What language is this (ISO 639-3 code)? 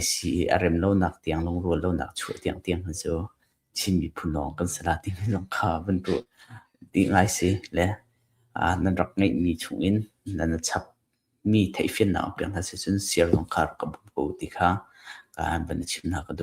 cnh